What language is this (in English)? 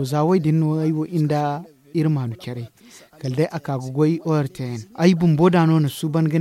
Zarma